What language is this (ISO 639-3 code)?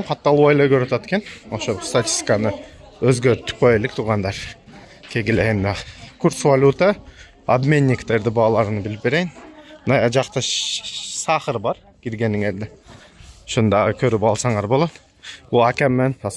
kir